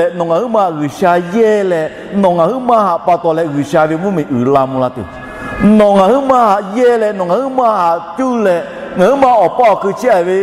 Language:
Lahu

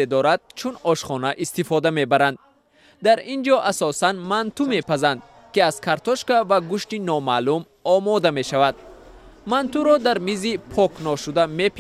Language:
Tajik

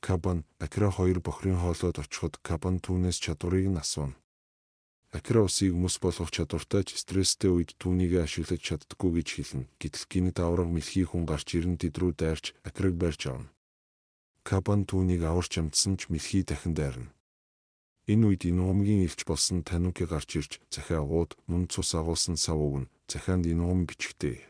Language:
Mongolian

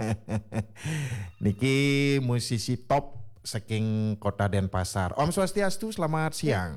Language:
Balinese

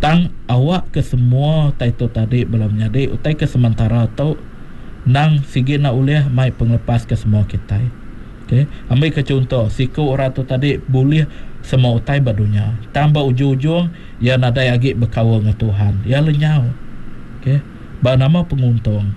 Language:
Iban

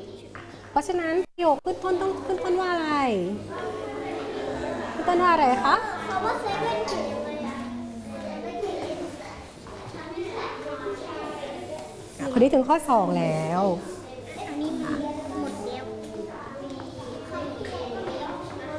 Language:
Thai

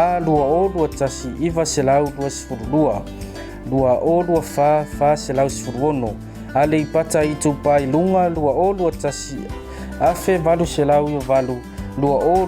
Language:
Samoan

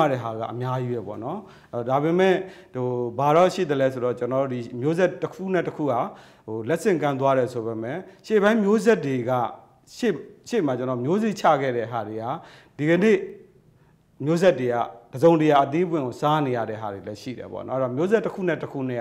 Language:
Burmese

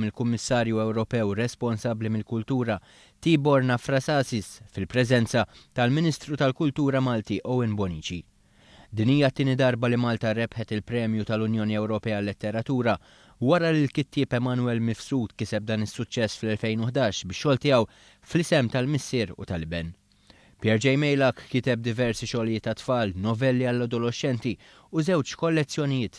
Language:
Maltese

